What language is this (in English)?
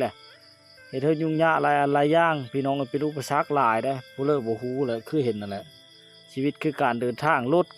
Lao